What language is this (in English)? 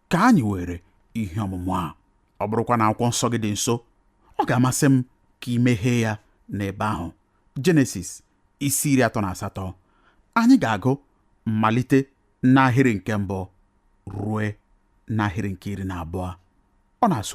Igbo